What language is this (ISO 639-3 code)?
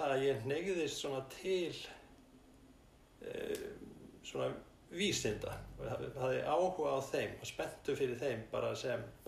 isl